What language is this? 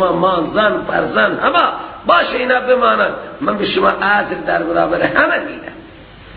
Persian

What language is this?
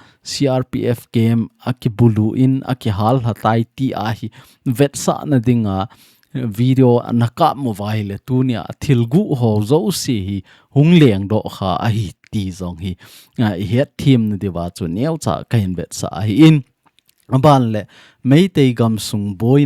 Thado Chin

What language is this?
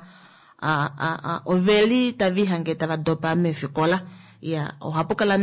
Kuanyama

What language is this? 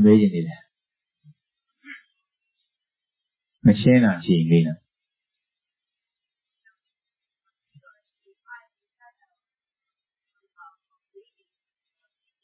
Burmese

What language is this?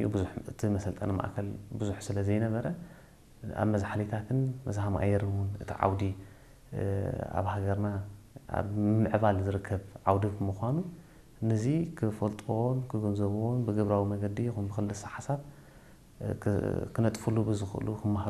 Tigrinya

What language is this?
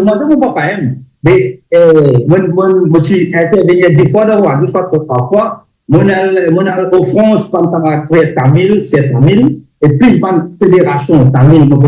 Morisyen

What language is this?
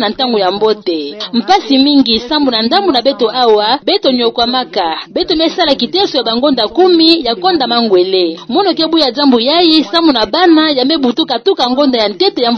Kituba (Democratic Republic of Congo)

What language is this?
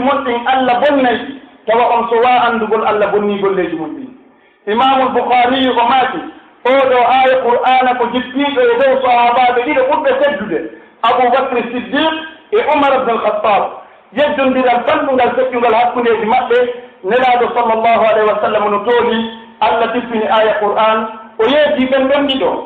Pular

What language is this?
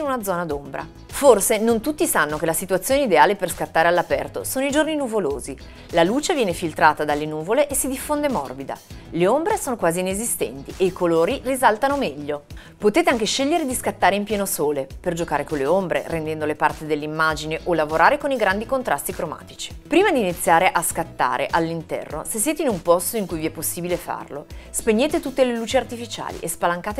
Italian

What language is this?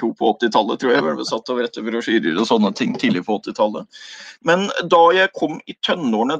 Norwegian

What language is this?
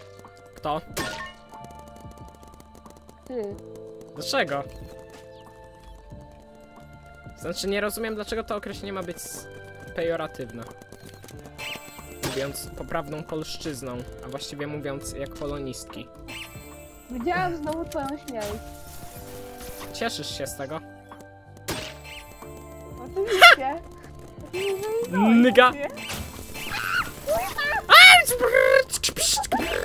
Polish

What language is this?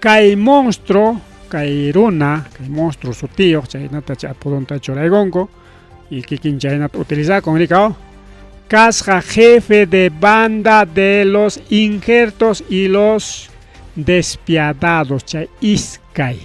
Ayacucho Quechua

